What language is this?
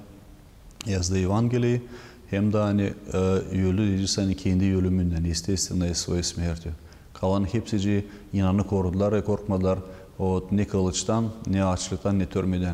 Gagauz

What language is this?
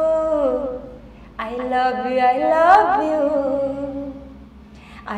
Sambalpuri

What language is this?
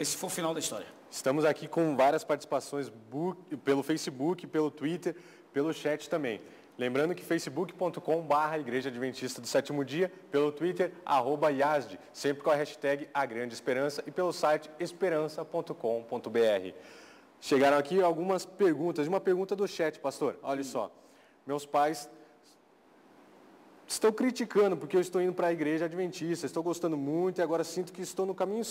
Portuguese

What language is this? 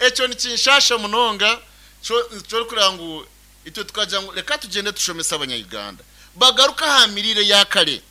Nyankole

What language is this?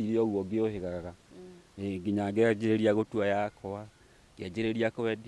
Kikuyu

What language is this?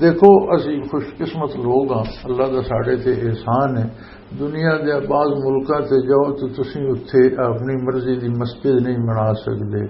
Western Panjabi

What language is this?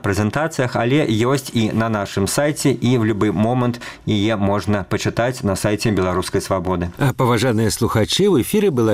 Belarusian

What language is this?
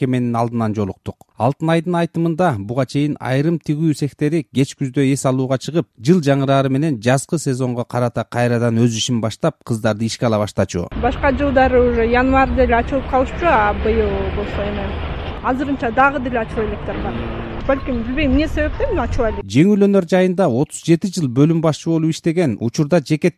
Kyrgyz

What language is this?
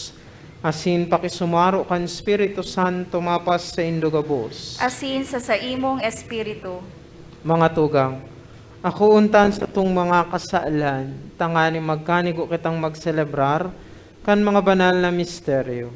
Bikol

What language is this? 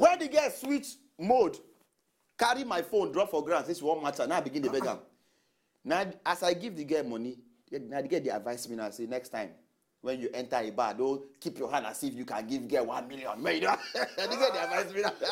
Nigerian Pidgin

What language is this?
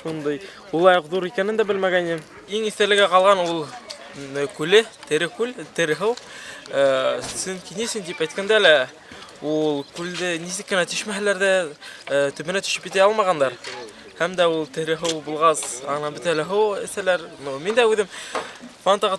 Bashkir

